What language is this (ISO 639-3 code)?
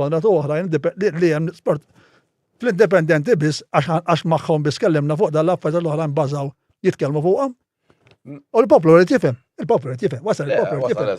mlt